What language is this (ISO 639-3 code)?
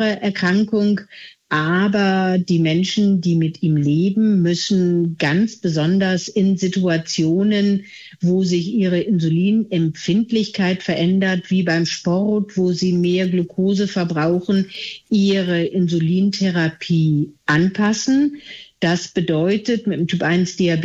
deu